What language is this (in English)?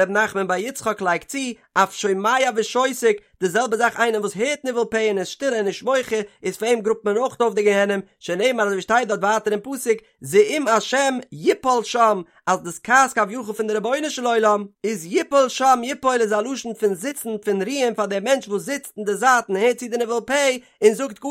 Yiddish